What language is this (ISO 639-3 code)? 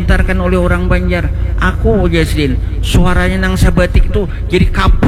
bjn